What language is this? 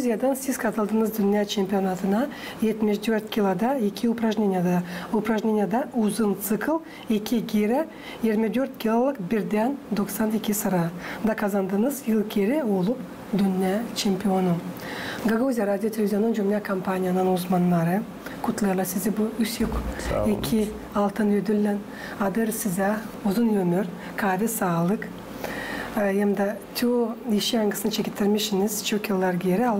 Gagauz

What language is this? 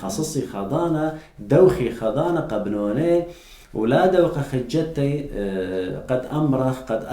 Assyrian Neo-Aramaic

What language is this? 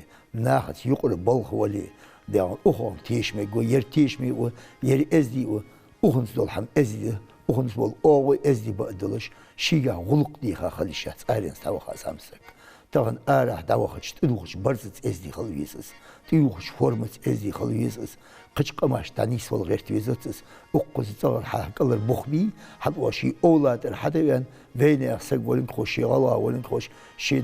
Ingush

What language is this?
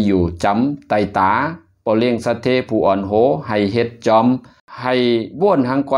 Shan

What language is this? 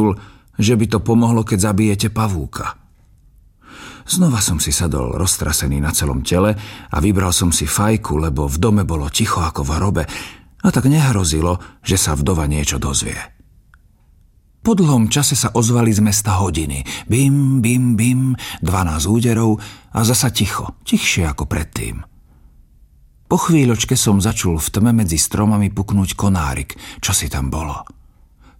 Slovak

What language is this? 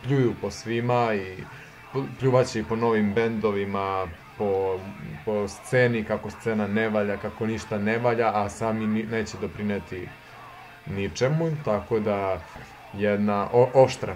Serbian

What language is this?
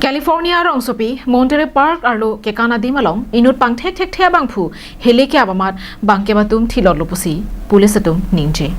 Karbi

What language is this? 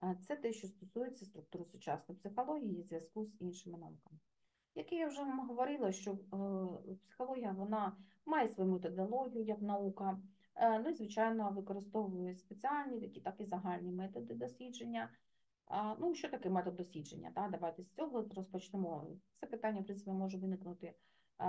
Ukrainian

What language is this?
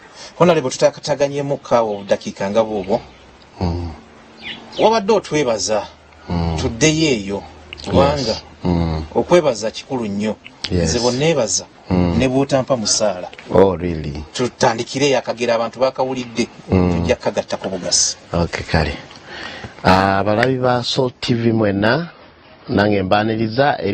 Ganda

